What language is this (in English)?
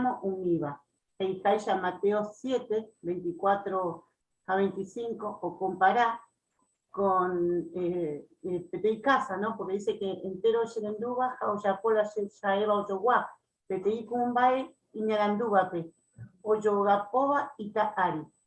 Guarani